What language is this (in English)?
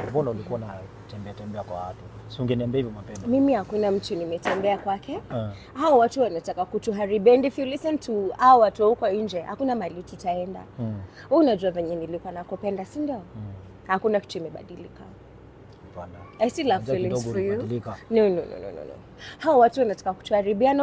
Swahili